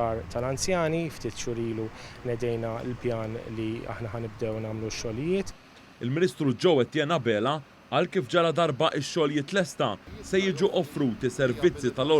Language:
Maltese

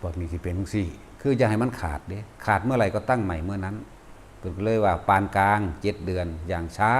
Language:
Northeastern Thai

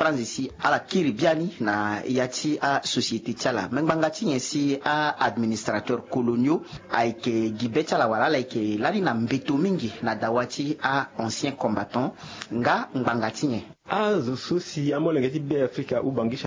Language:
Sango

